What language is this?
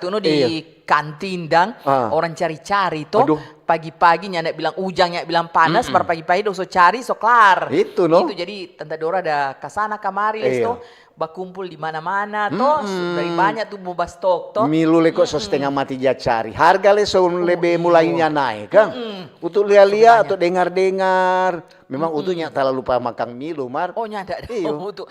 Manado Malay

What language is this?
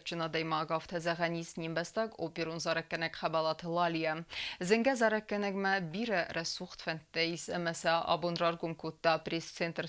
Ossetic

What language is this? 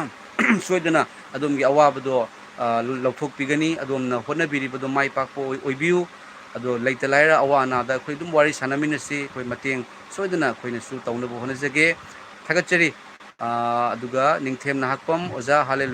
Manipuri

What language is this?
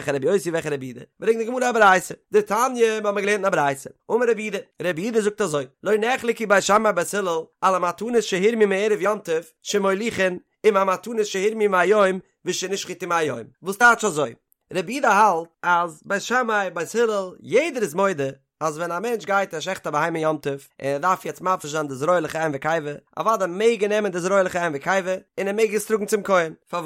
Yiddish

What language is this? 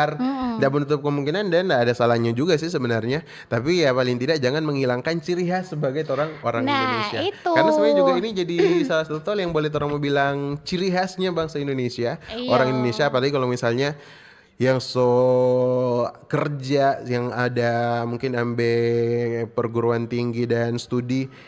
Manado Malay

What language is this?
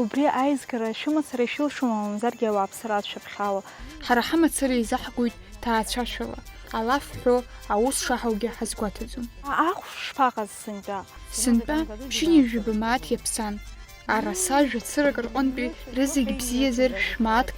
Abkhazian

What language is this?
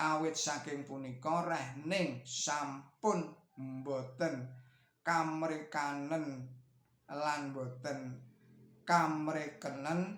Javanese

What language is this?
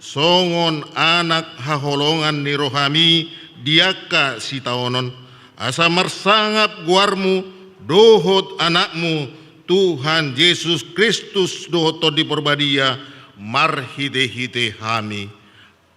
Batak Toba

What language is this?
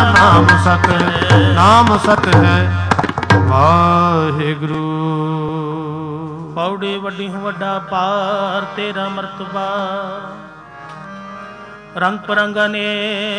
Punjabi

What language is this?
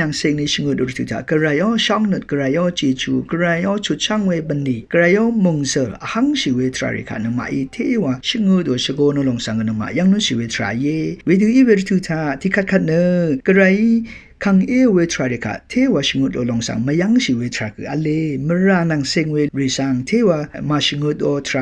Rawang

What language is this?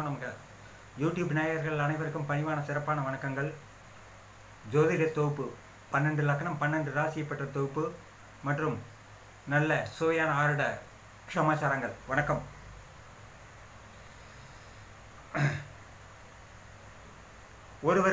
Tamil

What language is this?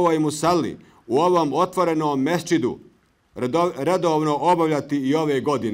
Bosnian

